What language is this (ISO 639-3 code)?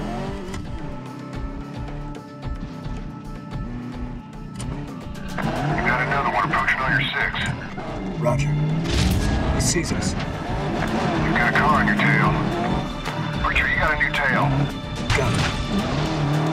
eng